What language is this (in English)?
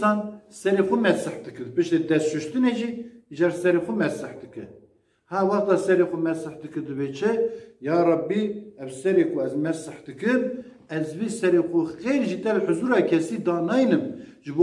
Kurdish